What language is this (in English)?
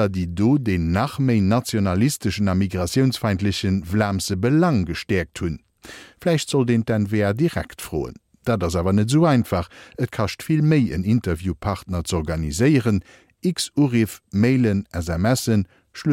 Luxembourgish